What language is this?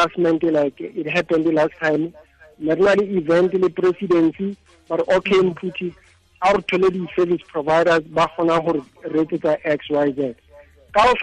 Tswana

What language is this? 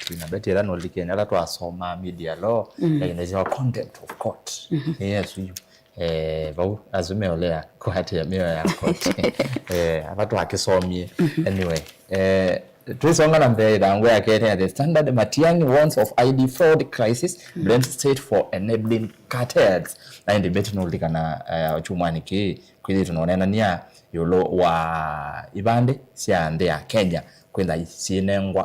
Kamba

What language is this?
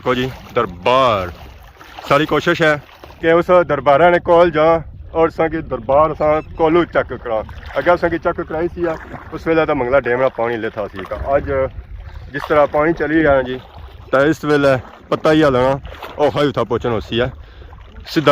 Pahari-Potwari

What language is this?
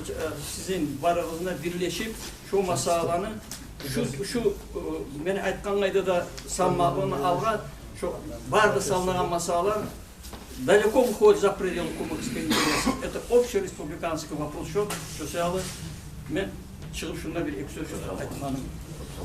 Kumyk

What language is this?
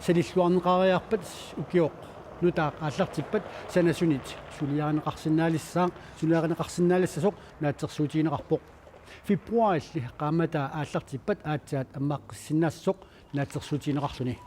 Kalaallisut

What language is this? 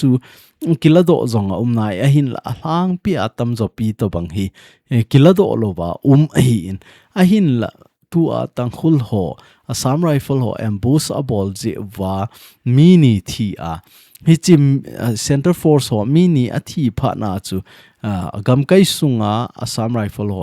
Thado Chin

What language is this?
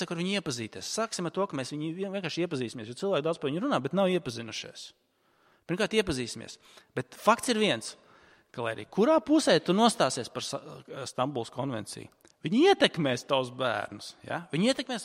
Latvian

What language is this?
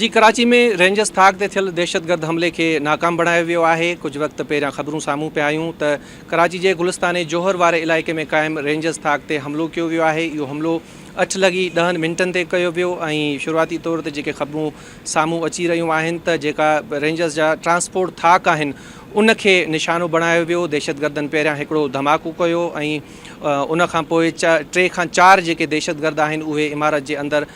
Sindhi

